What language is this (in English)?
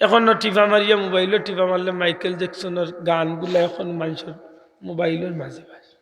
Sylheti